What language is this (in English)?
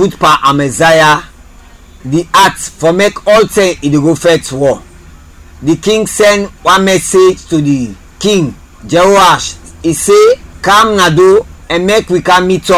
Krio